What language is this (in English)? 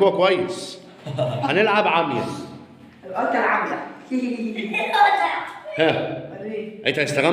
Egyptian Arabic